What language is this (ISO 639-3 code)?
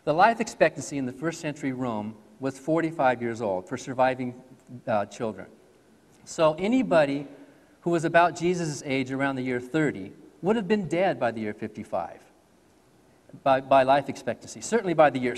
eng